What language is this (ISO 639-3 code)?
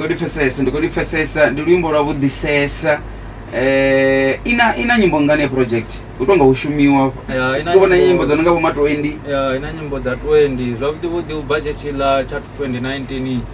ven